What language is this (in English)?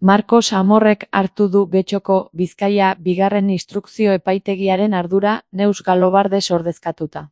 Basque